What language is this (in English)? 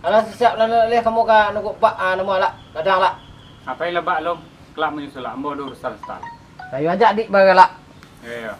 Minangkabau